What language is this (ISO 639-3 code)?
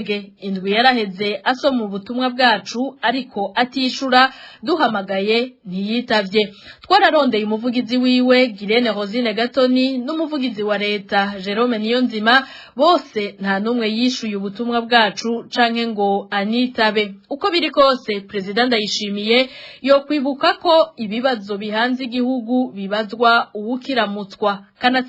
run